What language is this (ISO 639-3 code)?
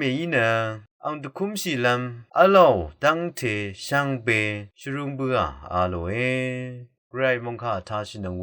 raw